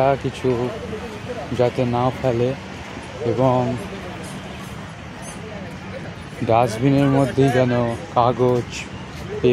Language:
Bangla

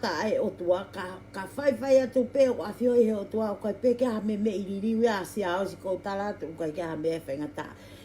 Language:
Tongan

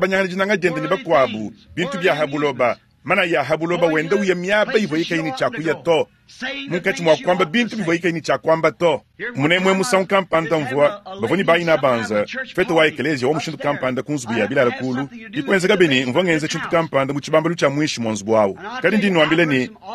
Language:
Luba-Lulua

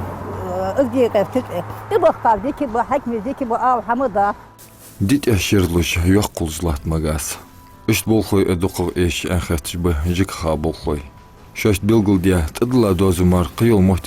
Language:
Ingush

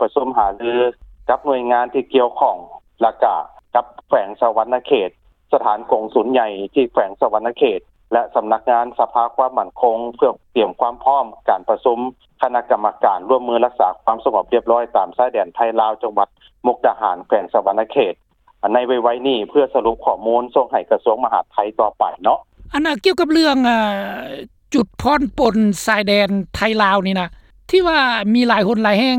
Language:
Lao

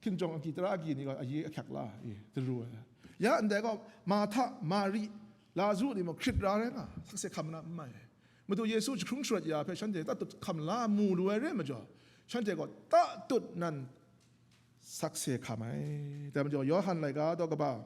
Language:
Kachin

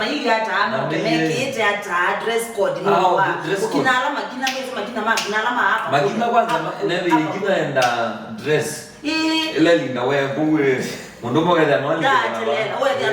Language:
Kamba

